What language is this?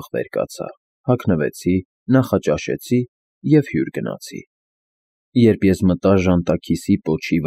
Armenian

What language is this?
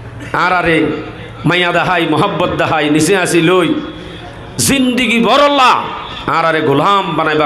Rohingya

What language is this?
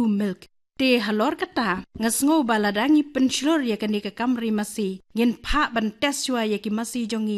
Khasi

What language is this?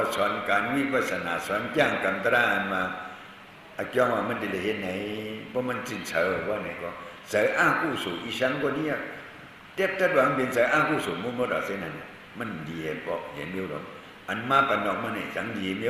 Shan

